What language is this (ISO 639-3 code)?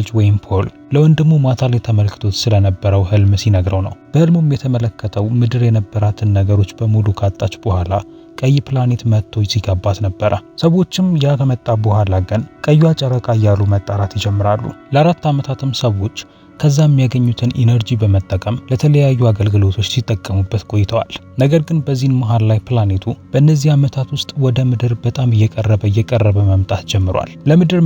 amh